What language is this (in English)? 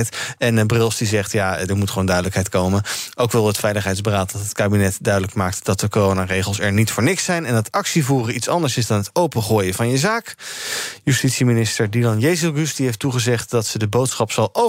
Dutch